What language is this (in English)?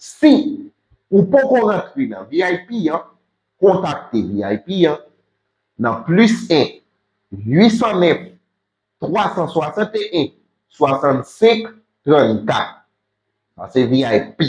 Haitian Creole